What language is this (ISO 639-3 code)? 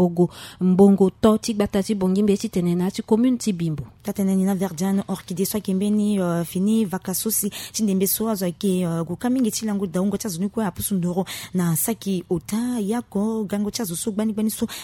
sag